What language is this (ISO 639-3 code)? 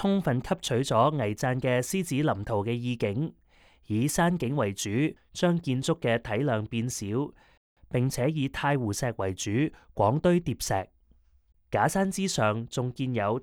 yue